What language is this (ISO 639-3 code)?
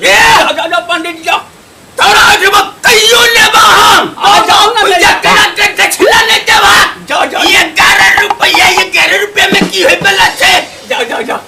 mai